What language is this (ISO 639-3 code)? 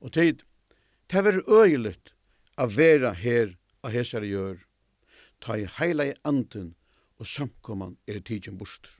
fao